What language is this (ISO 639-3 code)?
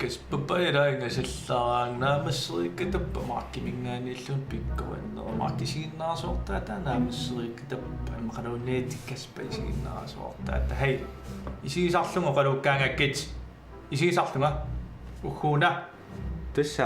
kal